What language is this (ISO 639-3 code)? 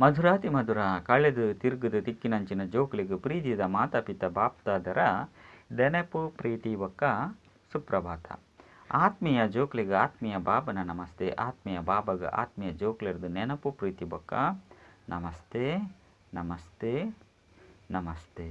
tcy